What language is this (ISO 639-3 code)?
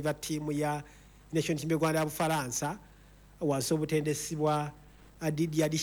lug